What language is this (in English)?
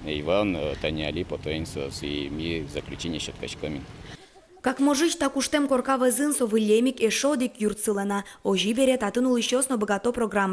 Udmurt